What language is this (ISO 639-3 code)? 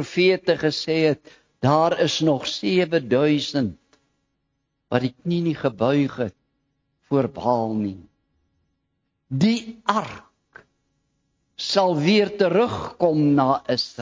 afr